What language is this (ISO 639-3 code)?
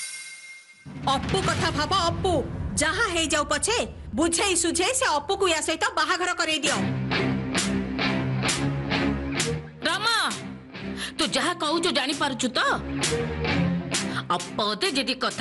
ori